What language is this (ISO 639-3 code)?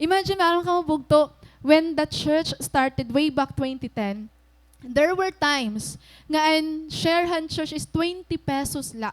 war